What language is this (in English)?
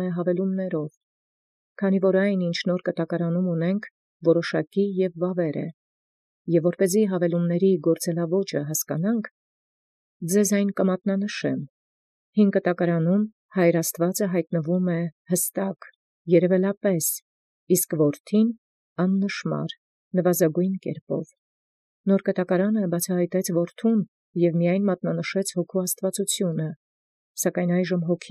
Armenian